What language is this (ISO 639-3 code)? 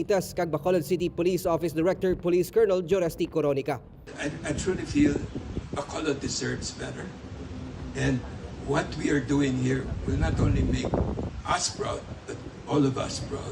hil